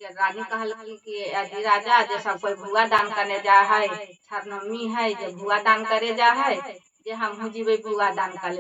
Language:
Magahi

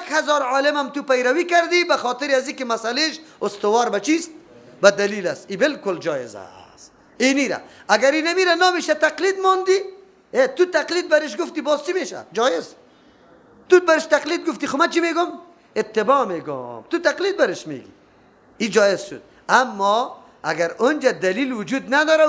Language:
Persian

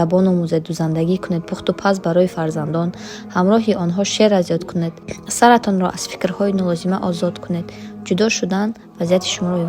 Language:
Tajik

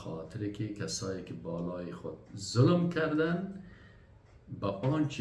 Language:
Persian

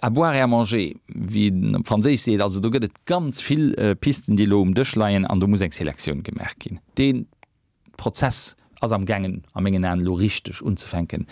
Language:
Luxembourgish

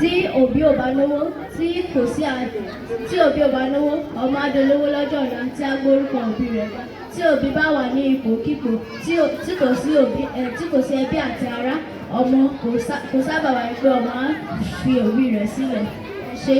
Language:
Yoruba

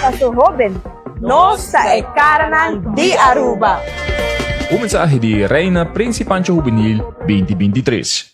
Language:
Papiamento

